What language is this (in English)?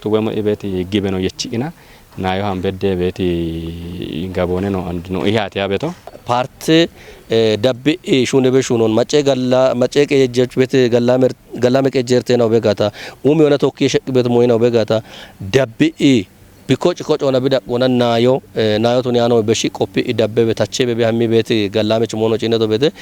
Kafa